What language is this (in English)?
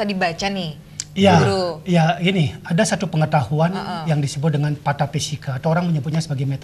Indonesian